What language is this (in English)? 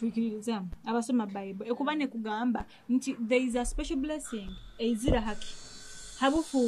Nyoro